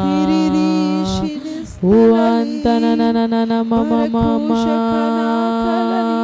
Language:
Tem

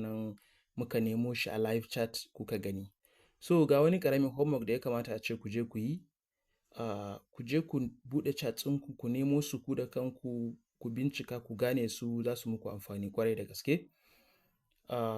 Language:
Hausa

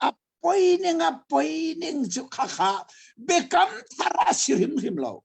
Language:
Hakha Chin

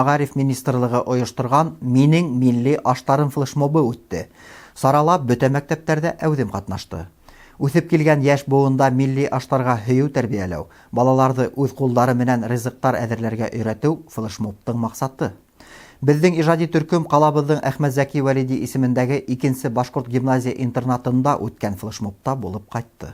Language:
Bashkir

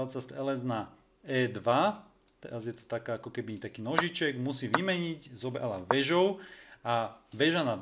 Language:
Slovak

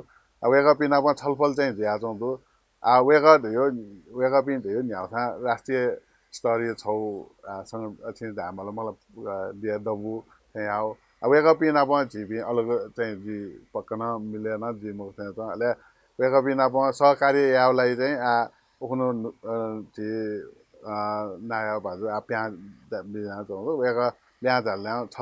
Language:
Newari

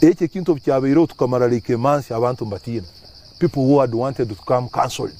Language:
Nyankole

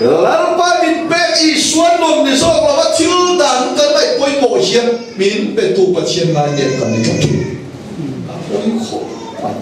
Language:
Mizo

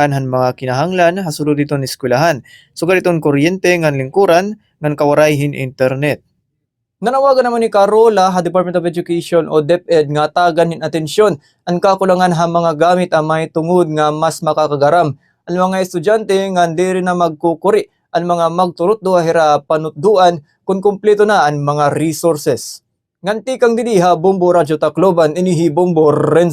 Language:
Waray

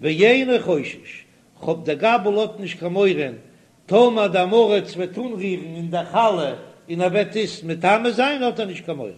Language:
Yiddish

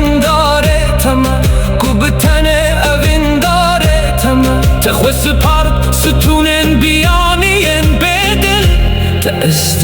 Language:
Kurdish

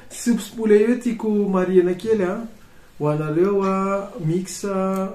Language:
Malagasy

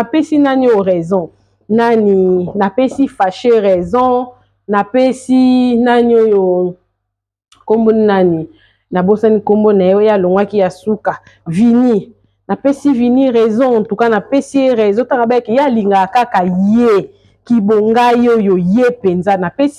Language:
Lingala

